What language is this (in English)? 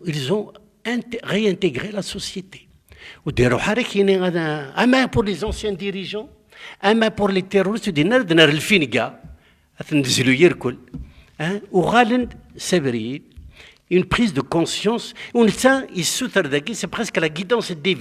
Kabyle